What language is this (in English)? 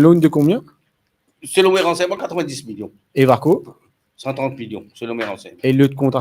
Morisyen